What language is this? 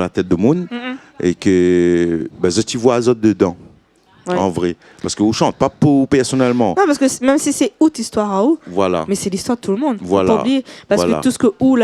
Réunion Creole French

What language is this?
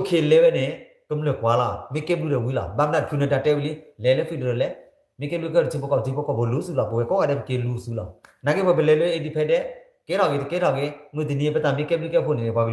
S'gaw Karen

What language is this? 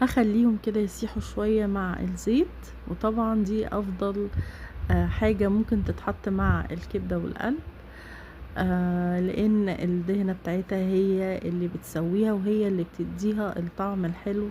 Egyptian Arabic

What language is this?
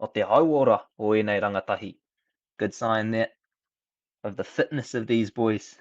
Māori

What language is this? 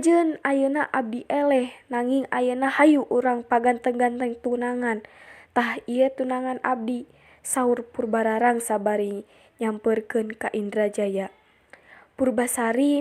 Sundanese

